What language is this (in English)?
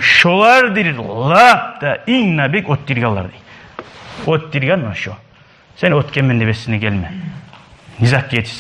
Kumyk